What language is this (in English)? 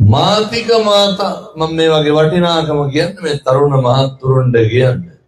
Sinhala